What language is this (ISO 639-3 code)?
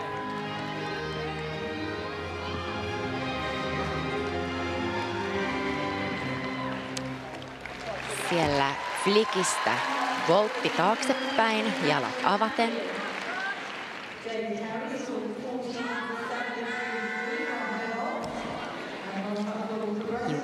fin